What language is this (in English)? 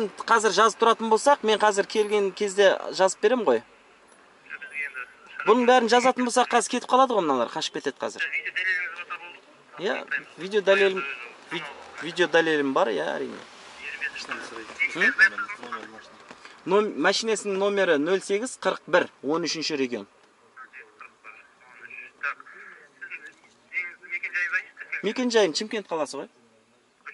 Kazakh